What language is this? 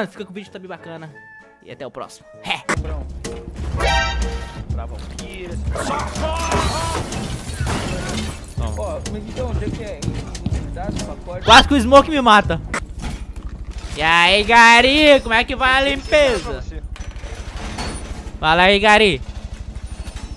Portuguese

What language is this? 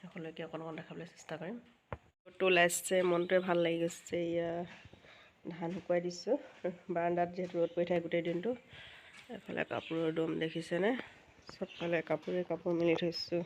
Assamese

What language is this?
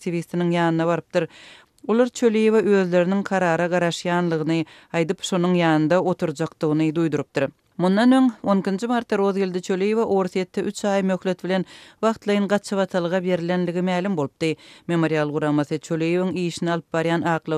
Turkmen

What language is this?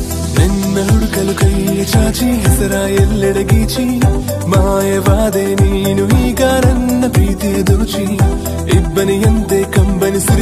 Kannada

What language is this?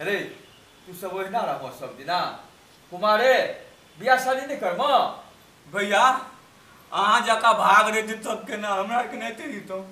Maithili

